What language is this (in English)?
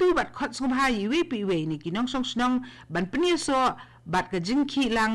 Khasi